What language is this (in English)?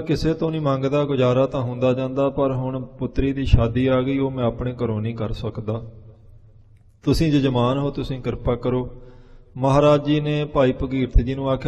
Punjabi